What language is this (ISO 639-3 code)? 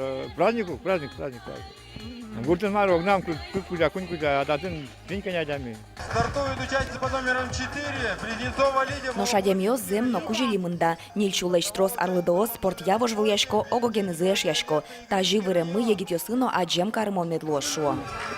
udm